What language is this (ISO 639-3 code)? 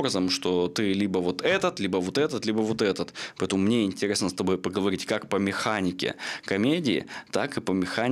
rus